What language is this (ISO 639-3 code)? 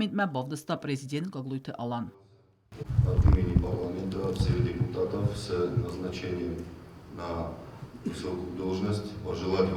oss